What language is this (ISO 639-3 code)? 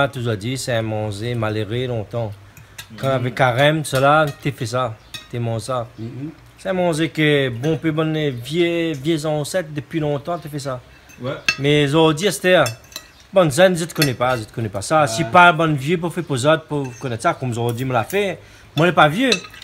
rcf